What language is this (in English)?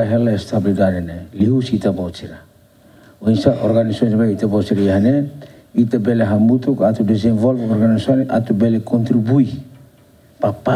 Tetum